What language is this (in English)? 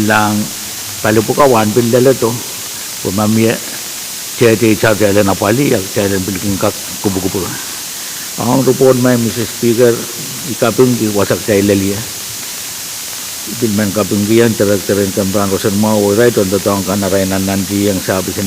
Pohnpeian